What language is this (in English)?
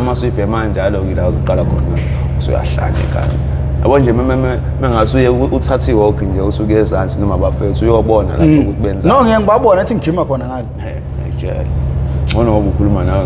Zulu